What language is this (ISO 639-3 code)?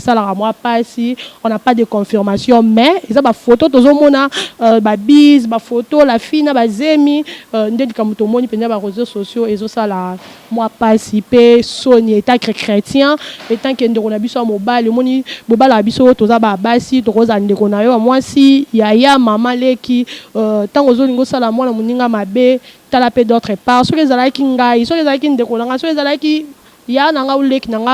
lin